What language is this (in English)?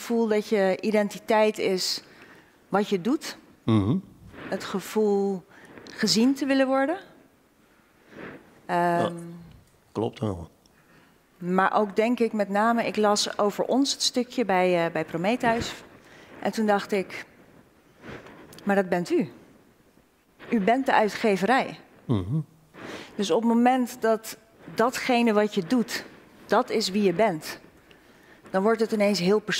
Dutch